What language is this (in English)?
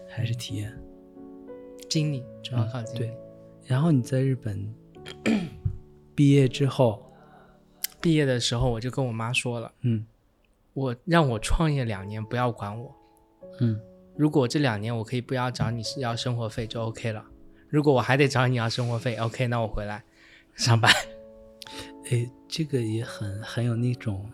Chinese